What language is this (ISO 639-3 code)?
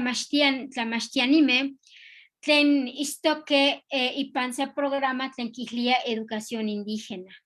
nhe